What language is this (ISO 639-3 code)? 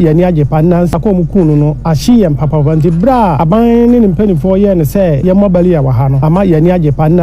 aka